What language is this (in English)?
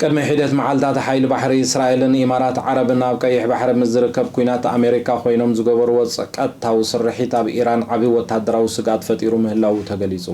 Tigrinya